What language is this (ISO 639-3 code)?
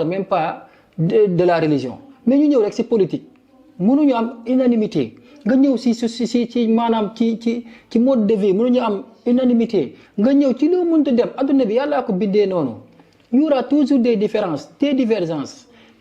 wol